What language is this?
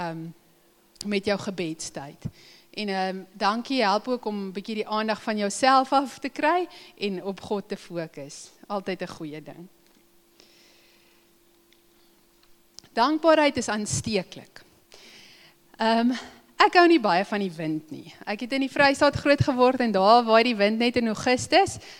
Afrikaans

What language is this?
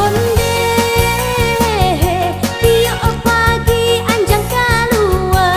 Minangkabau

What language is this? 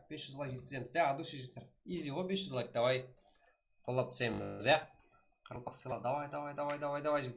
Kara-Kalpak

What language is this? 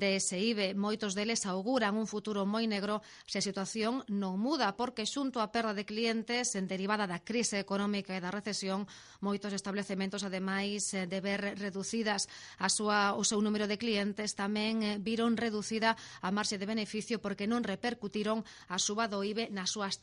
Galician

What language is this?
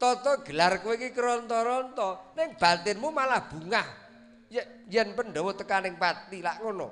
Javanese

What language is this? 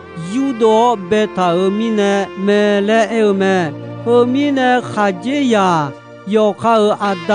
Akha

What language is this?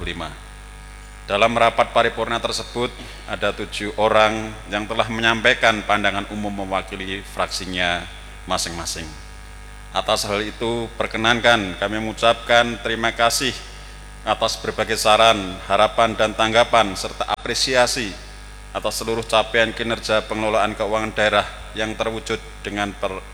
Indonesian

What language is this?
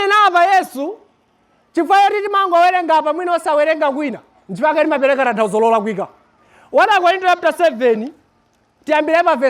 Nyanja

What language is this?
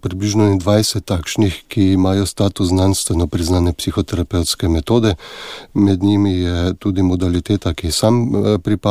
Slovenian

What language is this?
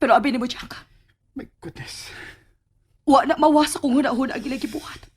Cebuano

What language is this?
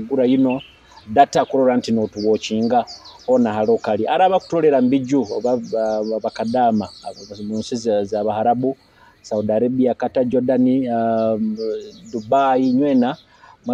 Nyoro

